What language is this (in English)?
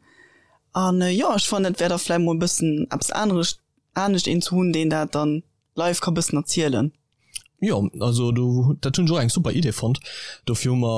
Luxembourgish